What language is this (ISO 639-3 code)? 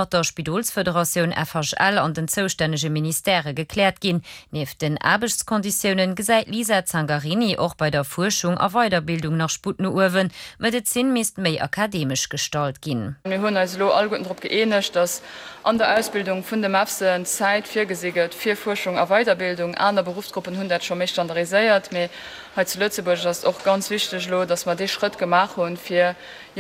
ltz